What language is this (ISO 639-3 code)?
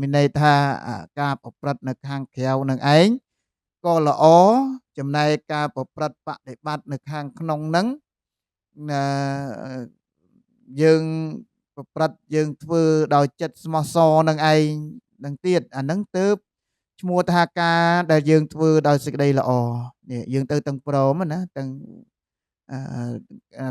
khm